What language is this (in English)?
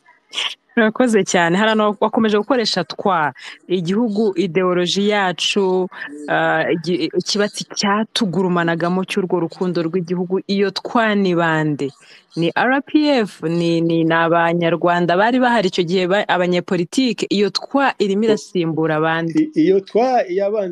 Kinyarwanda